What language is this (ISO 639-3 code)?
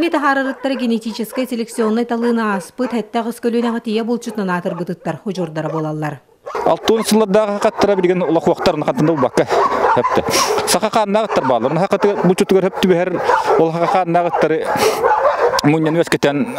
sah